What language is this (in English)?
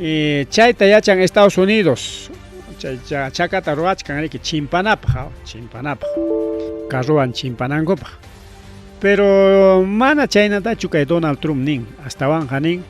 Ayacucho Quechua